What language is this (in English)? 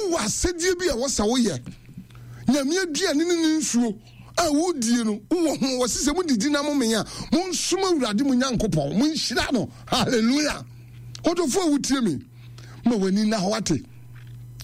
Akan